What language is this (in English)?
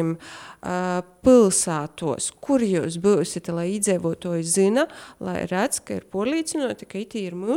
Latvian